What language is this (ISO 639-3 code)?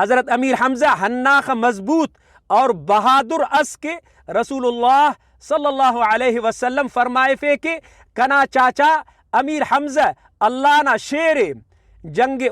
brh